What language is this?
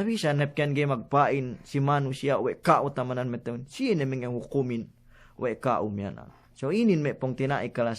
Yakan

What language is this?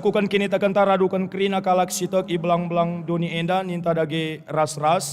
Batak Karo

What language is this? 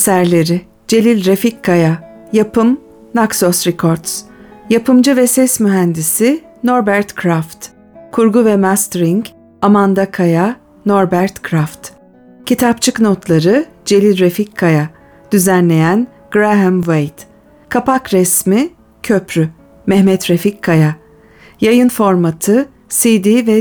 Turkish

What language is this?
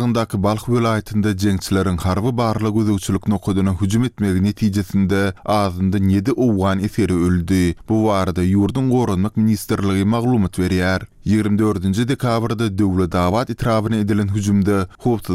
Turkmen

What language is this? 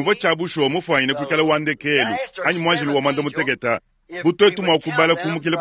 Luba-Lulua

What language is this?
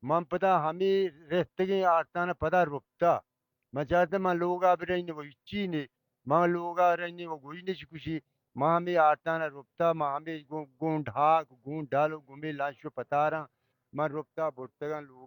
Baluchi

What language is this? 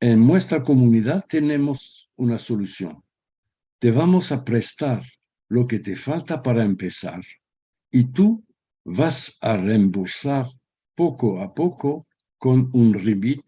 Ladino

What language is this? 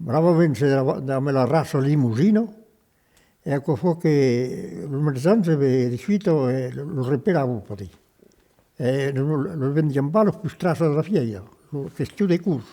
Occitan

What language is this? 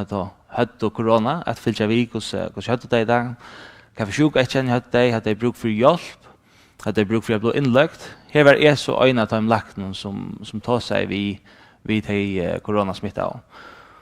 Faroese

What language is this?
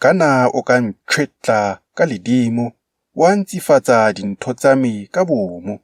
Tswana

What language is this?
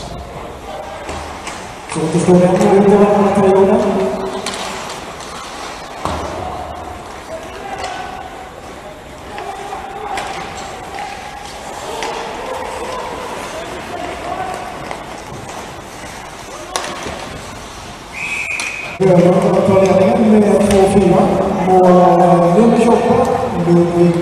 Swedish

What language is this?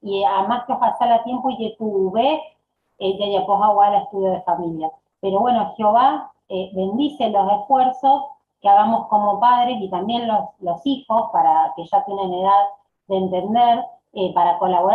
Guarani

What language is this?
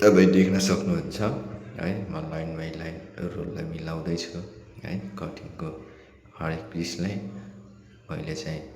Nepali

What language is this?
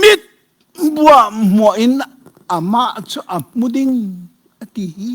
Hakha Chin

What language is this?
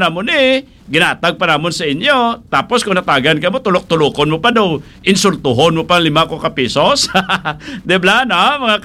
Hiligaynon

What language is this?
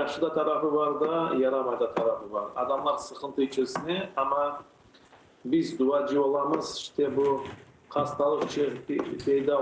Crimean Tatar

